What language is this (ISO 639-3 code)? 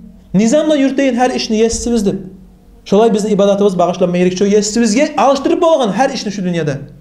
kum